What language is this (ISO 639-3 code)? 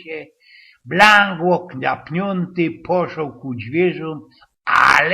szl